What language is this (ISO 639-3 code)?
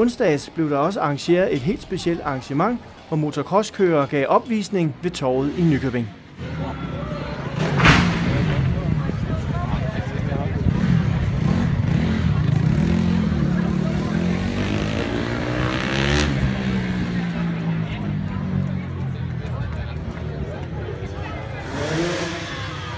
dan